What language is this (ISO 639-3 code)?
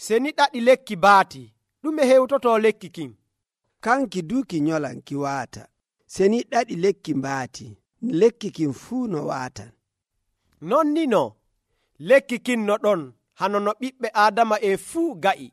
fuv